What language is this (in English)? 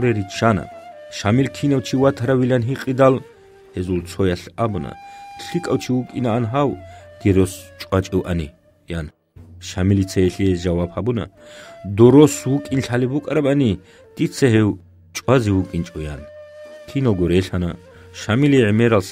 Avaric